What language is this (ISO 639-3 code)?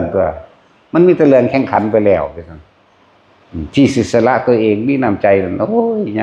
tts